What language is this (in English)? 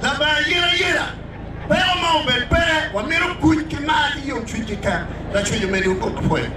Acoli